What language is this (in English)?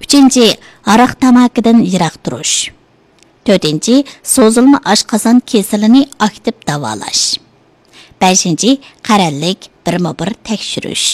Uyghur